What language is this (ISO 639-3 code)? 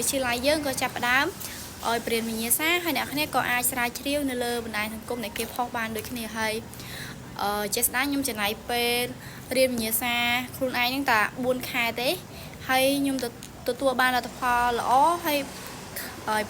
khm